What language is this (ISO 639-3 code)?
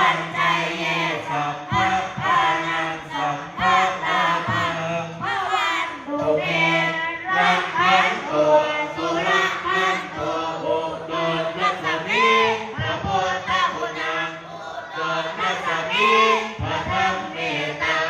pli